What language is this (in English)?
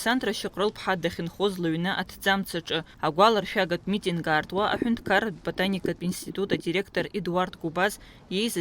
Abkhazian